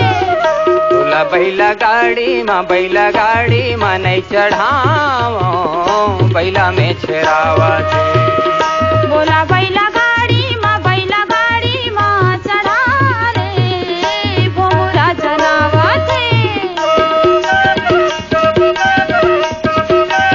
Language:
Chhattisgarhi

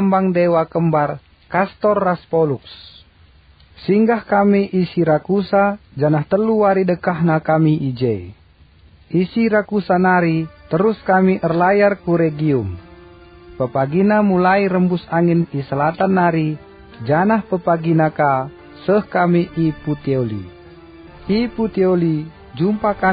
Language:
Batak Karo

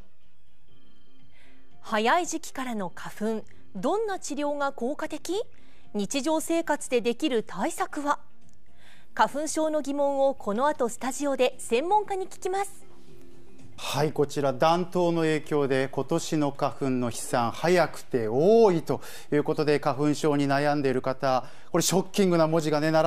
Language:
Japanese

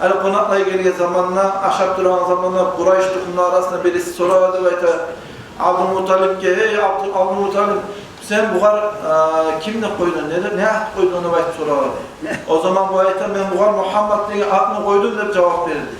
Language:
Kumyk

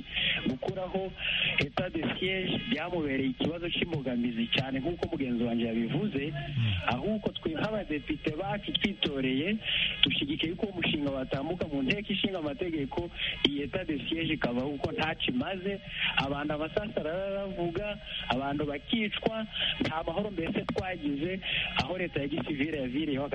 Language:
Kinyarwanda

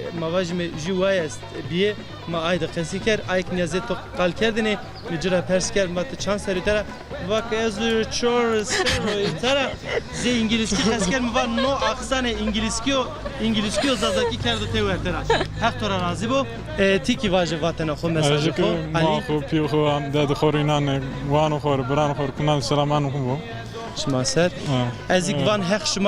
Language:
Zaza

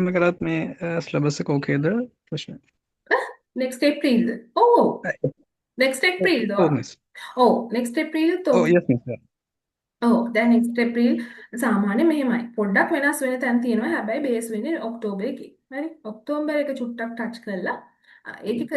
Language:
Sinhala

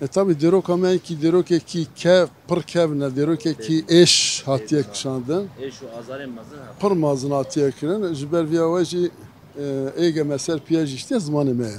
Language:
Kurdish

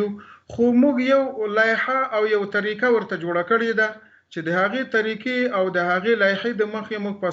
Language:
Pashto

